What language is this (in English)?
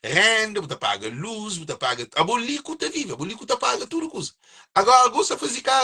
Kabuverdianu